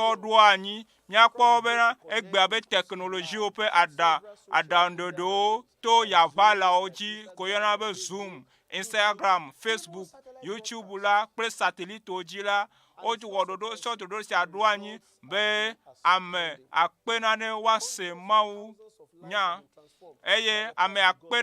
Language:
Ewe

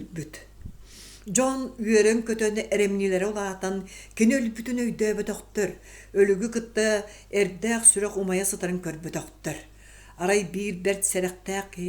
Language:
Yakut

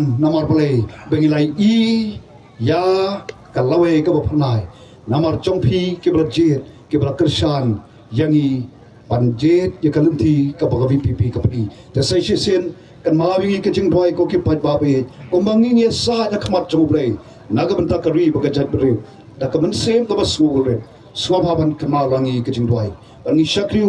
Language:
Khasi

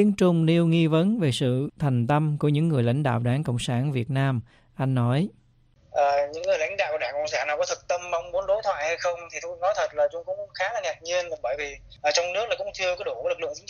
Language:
Vietnamese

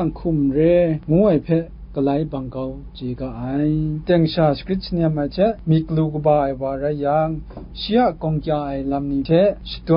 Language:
Kachin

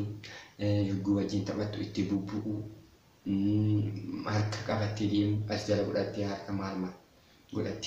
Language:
Oromo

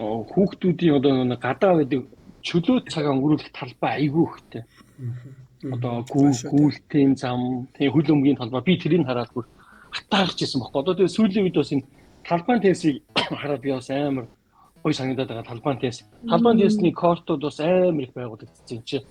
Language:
Mongolian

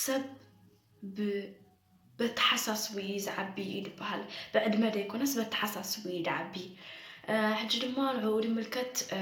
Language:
Tigrinya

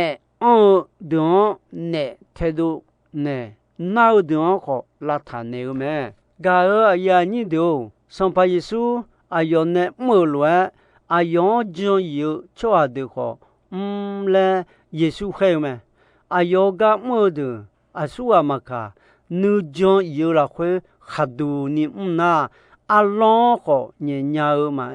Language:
Akha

